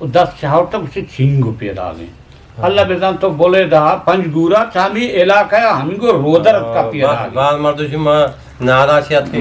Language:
Eastern Balochi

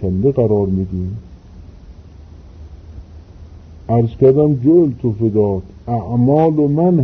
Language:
Persian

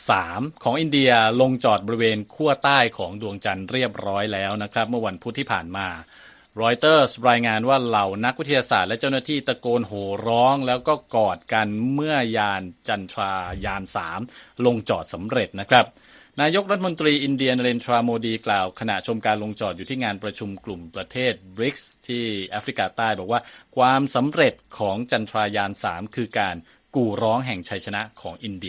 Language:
Thai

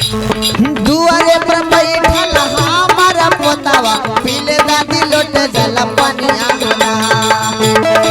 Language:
Magahi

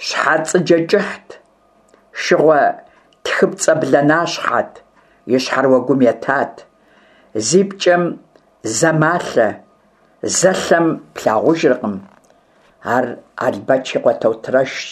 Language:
Kabardian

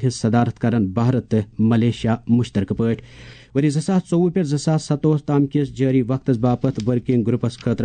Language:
Kashmiri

